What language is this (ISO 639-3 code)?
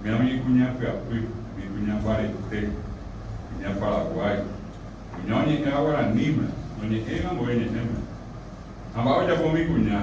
grn